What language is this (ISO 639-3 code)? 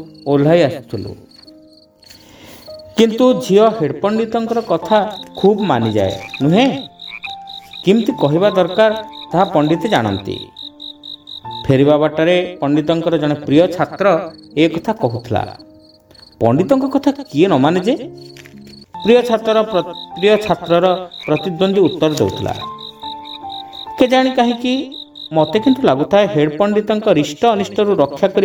ori